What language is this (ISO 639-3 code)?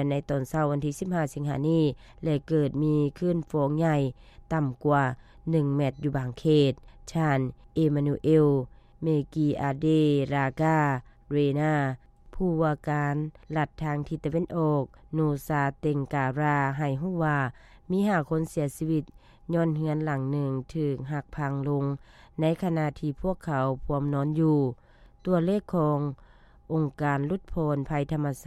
lao